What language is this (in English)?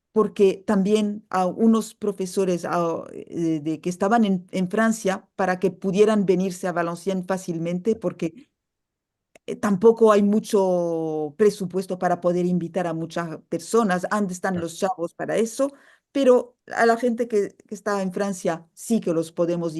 Ladino